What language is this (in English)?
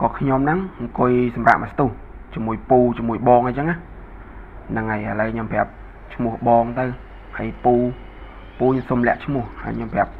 Khmer